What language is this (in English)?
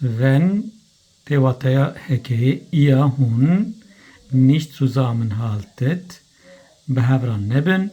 Kurdish